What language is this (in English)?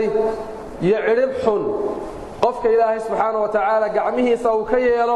Somali